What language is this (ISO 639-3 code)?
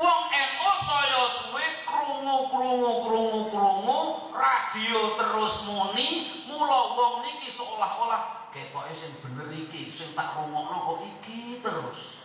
jav